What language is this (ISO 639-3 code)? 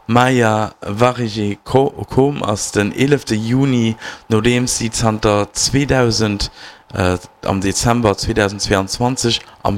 ltz